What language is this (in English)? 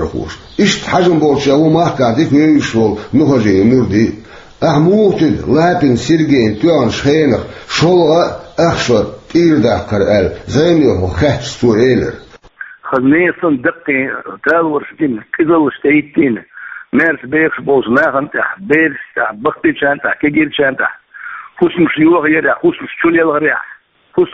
Chechen